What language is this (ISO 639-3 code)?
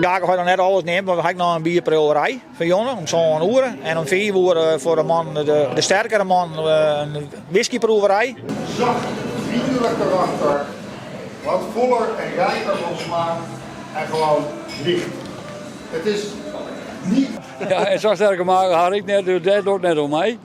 fry